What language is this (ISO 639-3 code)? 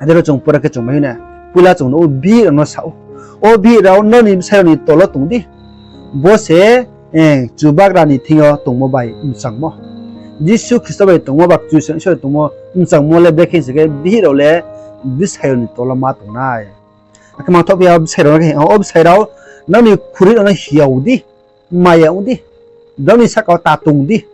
ria